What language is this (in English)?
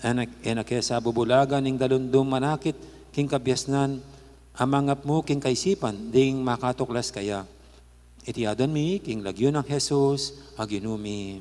Pampanga